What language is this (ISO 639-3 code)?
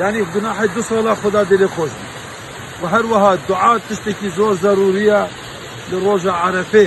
kur